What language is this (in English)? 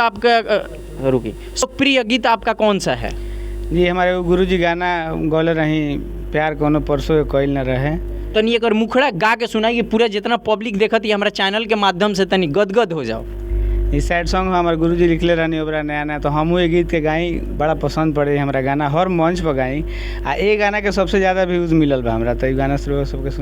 Bhojpuri